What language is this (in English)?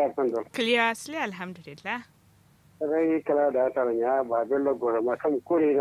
Kanuri